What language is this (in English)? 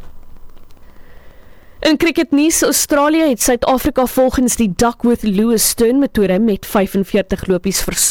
Afrikaans